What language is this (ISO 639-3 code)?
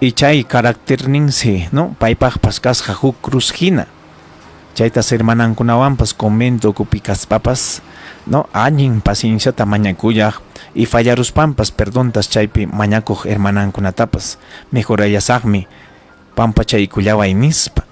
quy